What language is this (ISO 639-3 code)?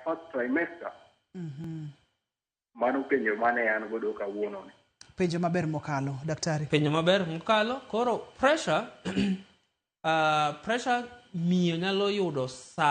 luo